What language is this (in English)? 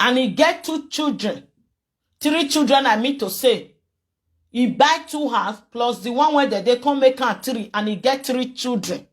Nigerian Pidgin